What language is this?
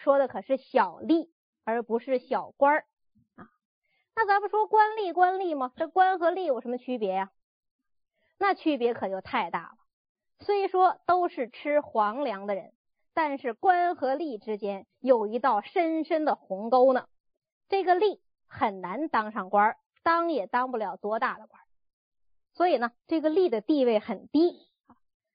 Chinese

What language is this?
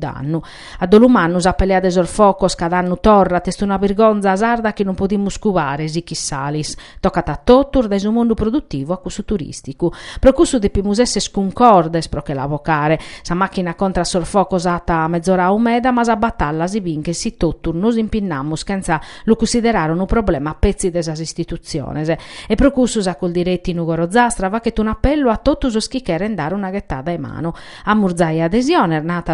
Sardinian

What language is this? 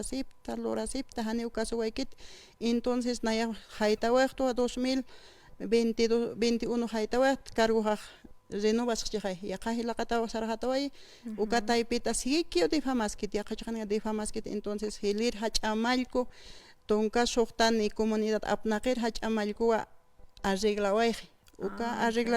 Aymara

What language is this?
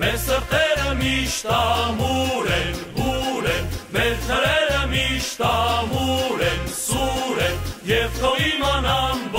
Armenian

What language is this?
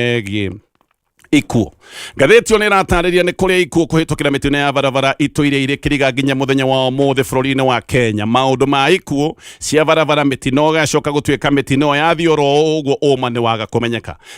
Kikuyu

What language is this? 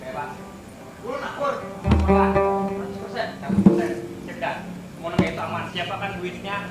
Banjar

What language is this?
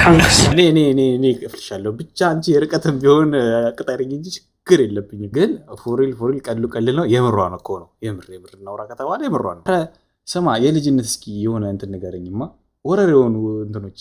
Amharic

